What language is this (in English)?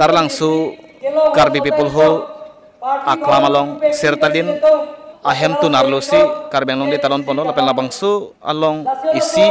Karbi